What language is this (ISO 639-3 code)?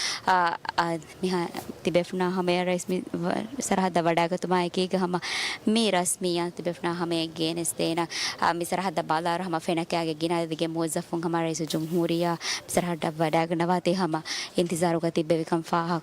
div